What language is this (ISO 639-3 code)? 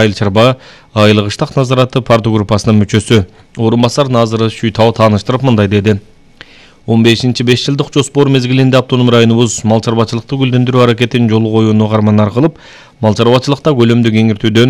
kir